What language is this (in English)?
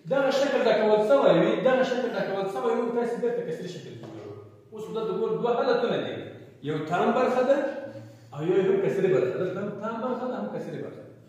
Pashto